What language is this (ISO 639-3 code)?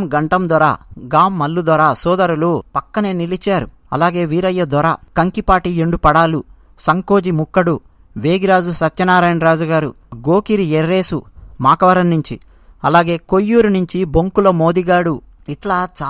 tel